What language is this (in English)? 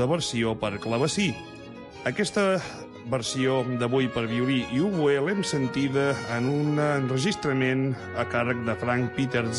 Catalan